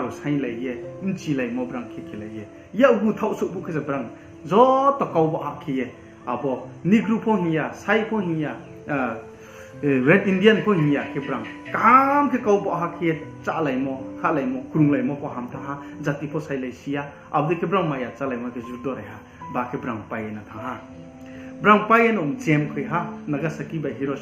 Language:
Riang (India)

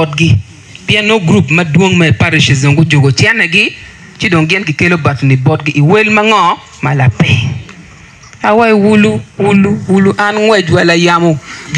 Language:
Acoli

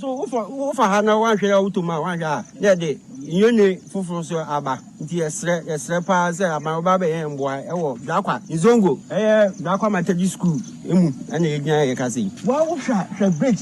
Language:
Akan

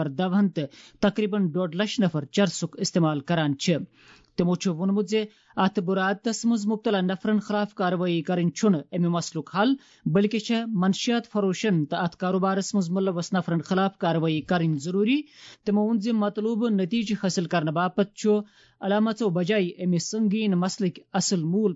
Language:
Kashmiri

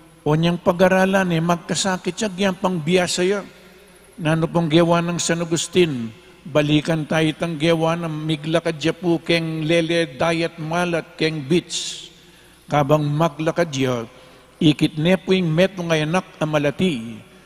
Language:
Pampanga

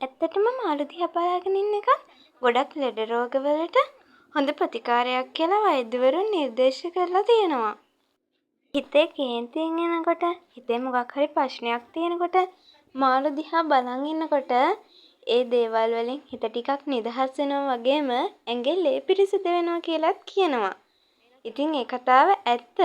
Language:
Sinhala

